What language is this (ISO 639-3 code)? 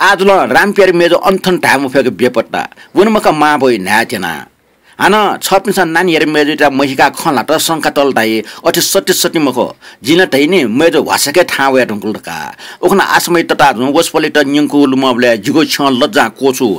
new